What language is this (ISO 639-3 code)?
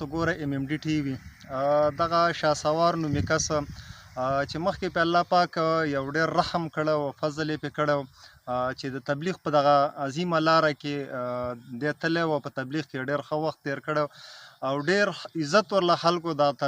pus